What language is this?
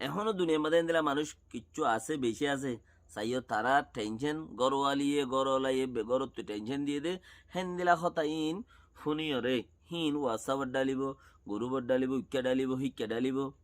Rohingya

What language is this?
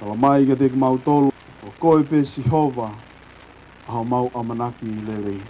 Tongan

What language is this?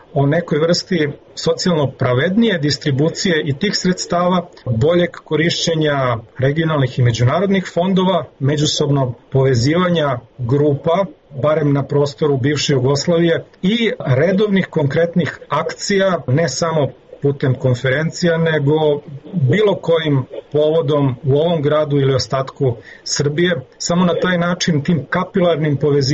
Serbian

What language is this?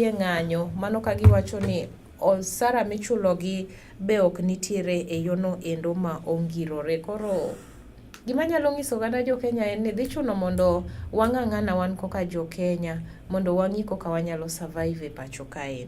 Luo (Kenya and Tanzania)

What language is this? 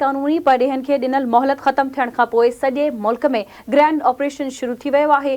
Sindhi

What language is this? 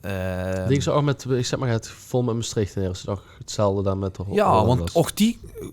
Limburgish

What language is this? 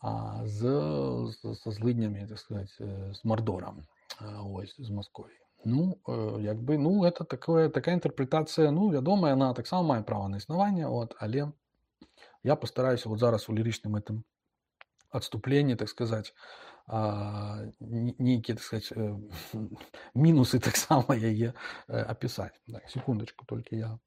Belarusian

